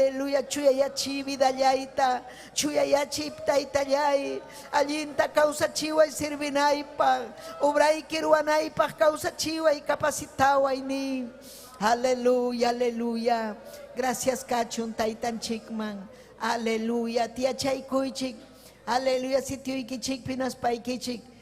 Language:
Ayacucho Quechua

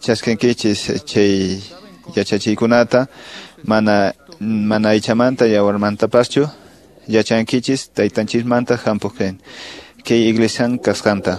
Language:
Quechua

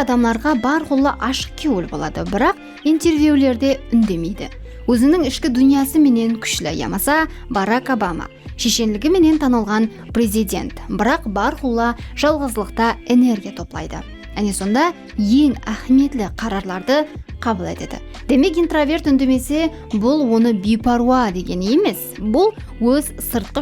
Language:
Kara-Kalpak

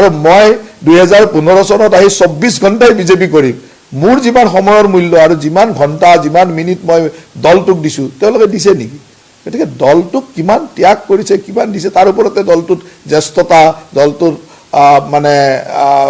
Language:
Assamese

